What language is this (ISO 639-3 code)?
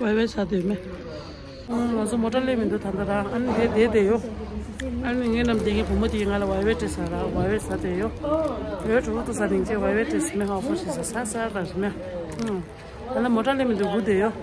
bod